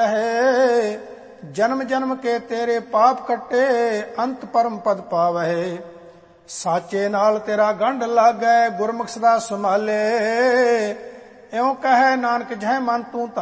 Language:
Punjabi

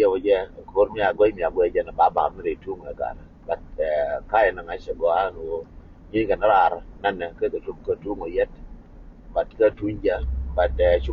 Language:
Nuer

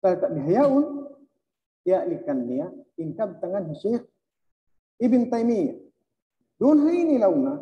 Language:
Tausug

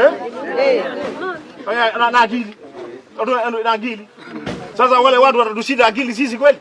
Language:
Kamba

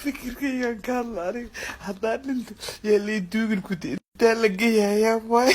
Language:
Somali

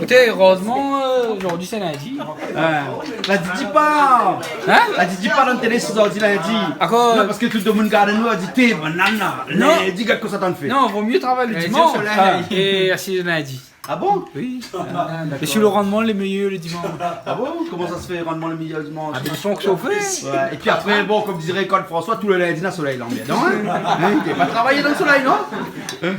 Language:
Réunion Creole French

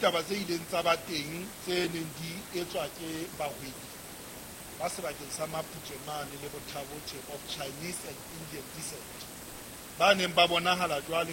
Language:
Southern Sotho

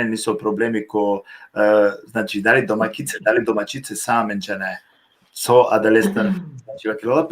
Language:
Balkan Romani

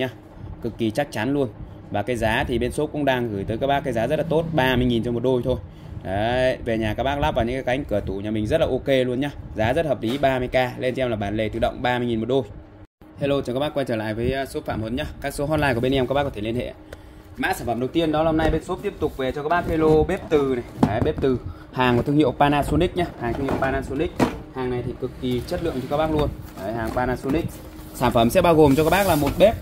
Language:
Vietnamese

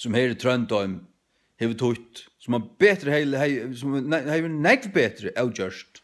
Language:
Faroese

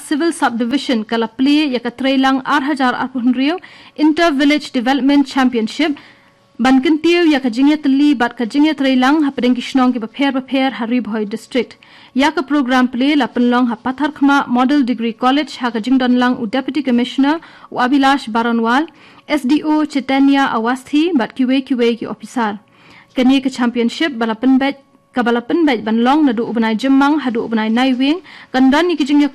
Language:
Khasi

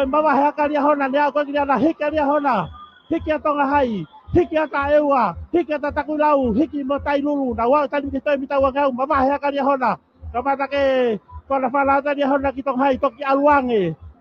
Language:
Tongan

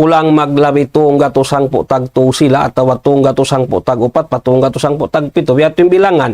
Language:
Tausug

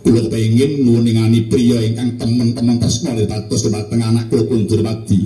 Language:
Javanese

